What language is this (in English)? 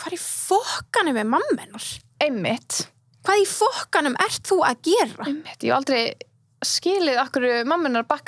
Icelandic